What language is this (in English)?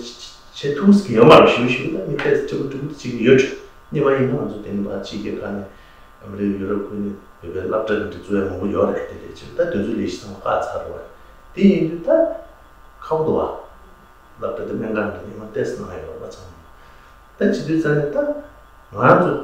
Tibetan